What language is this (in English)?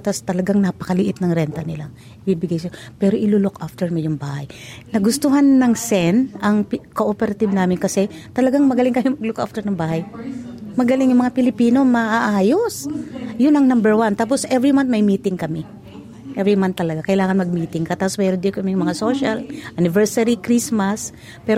Filipino